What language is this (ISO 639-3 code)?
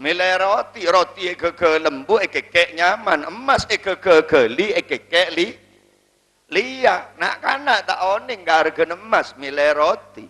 mad